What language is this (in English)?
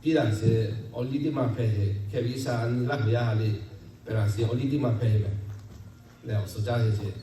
Lahu